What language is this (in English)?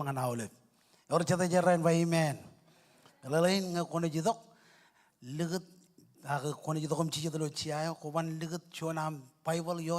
Marshallese